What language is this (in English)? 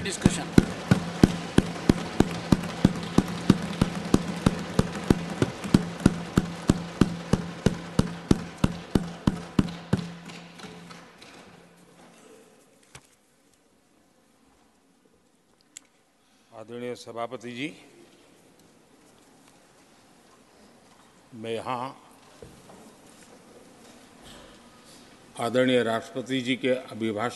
Hindi